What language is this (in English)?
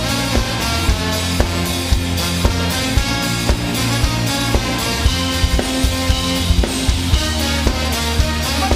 Catalan